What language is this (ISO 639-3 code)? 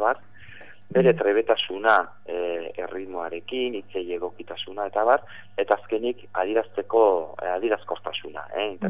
eus